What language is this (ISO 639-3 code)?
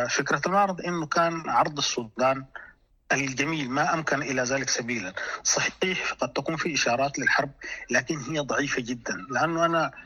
apd